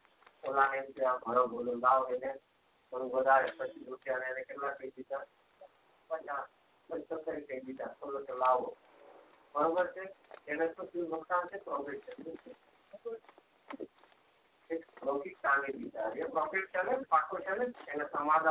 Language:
Gujarati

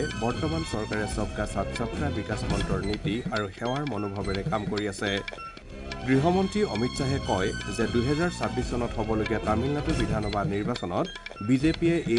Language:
Assamese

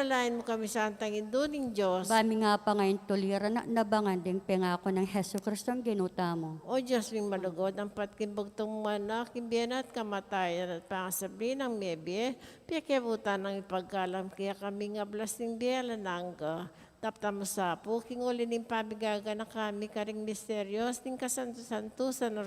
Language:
Pampanga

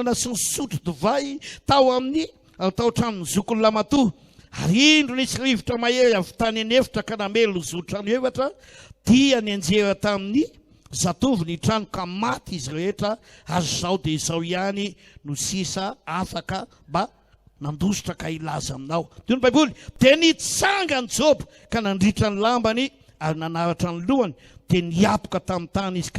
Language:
Malagasy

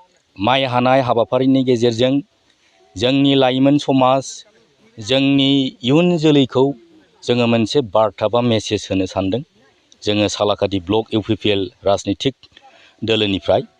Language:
Bodo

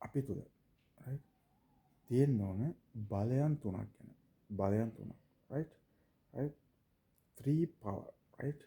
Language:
Sinhala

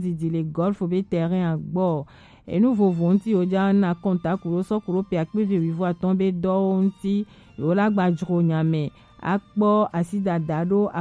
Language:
Gen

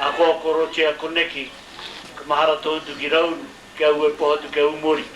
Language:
Māori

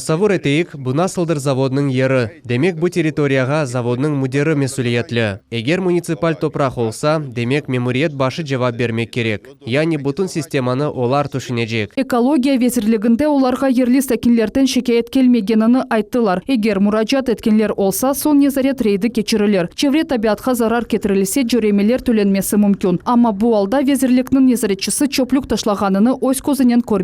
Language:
Crimean Tatar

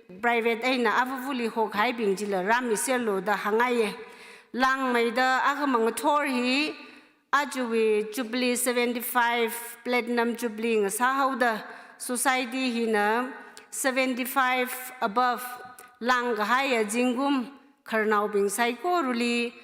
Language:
Tangkhul Naga (India)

